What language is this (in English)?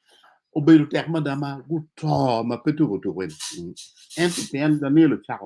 Acoli